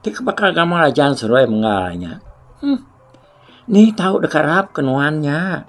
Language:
Iban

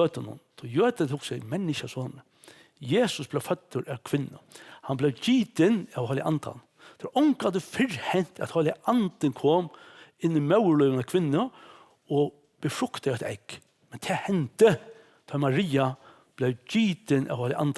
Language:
Faroese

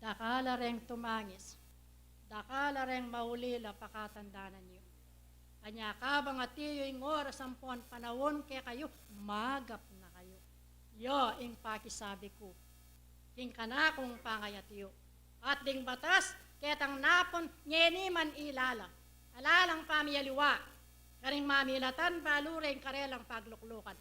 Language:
Pampanga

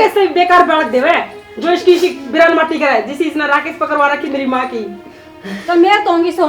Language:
Haryanvi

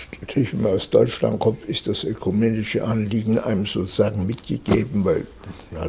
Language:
German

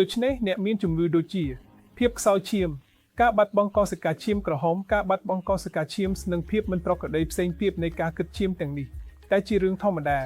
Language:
Khmer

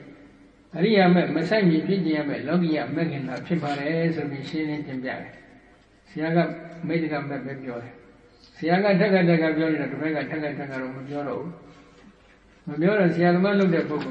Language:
Burmese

